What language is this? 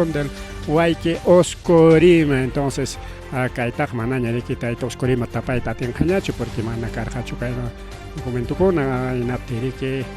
Ayacucho Quechua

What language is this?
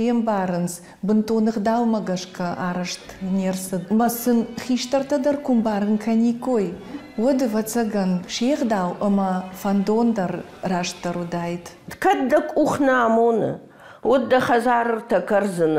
Ossetic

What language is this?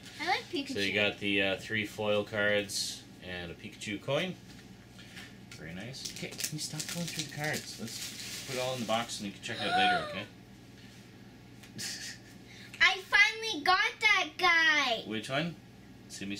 English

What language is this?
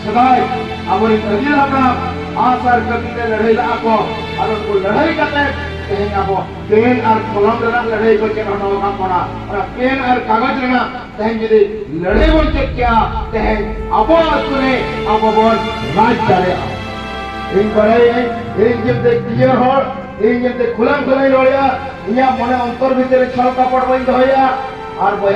Santali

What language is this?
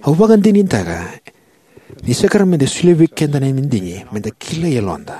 Fijian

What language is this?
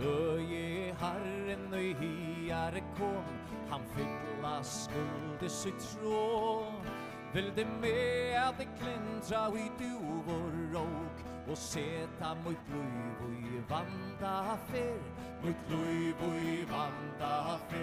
Faroese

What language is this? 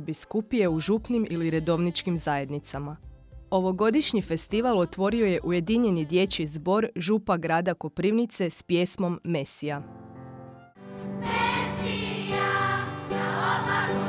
Croatian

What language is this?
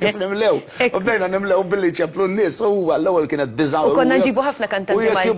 Maltese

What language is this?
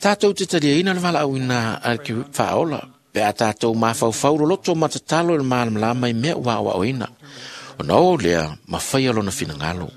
Samoan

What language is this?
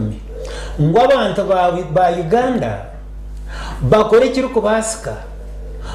Nyankole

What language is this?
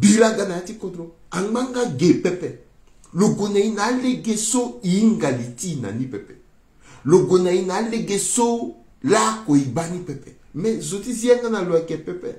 Sango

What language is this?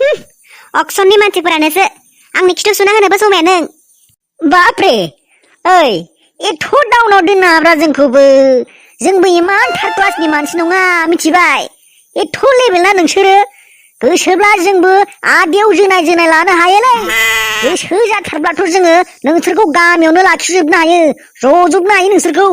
Bodo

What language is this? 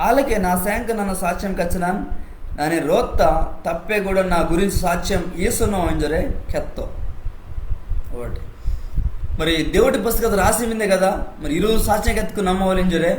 Koya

